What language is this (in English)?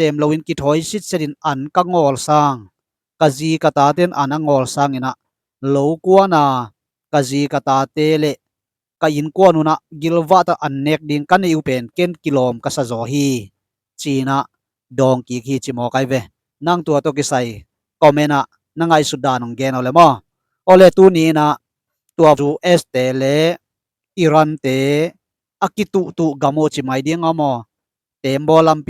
Tedim Chin